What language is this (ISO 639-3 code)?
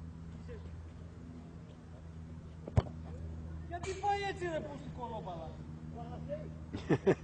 ell